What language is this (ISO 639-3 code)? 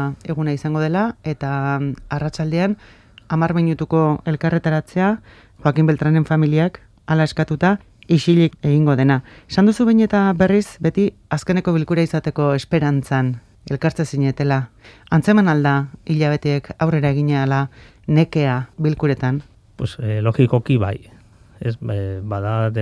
eus